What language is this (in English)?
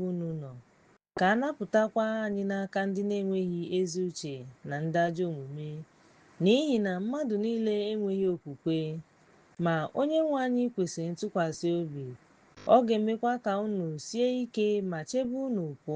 Igbo